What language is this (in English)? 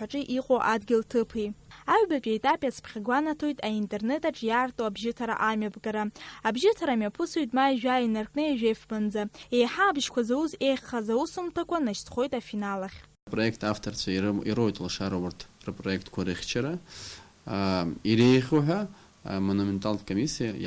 Abkhazian